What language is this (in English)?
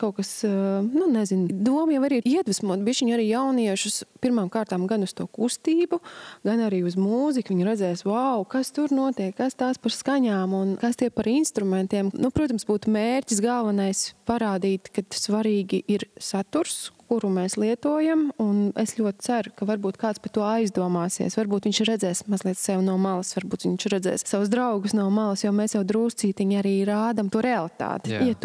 Latvian